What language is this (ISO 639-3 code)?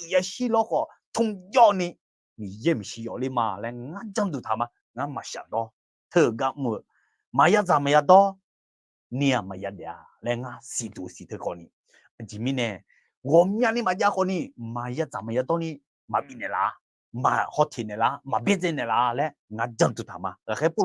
ahk